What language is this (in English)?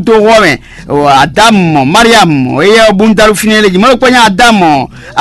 Fon